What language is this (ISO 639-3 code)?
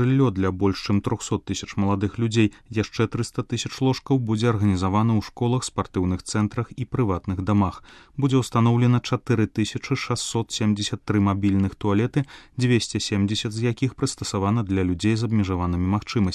bel